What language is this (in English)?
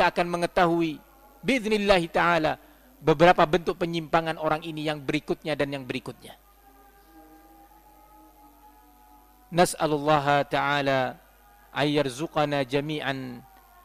Indonesian